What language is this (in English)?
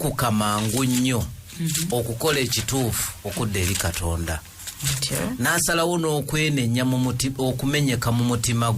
Ganda